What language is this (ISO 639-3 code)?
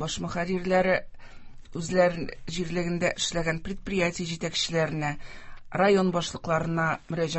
tat